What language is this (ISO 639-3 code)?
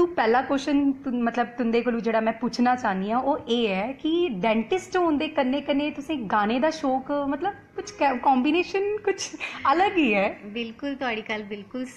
doi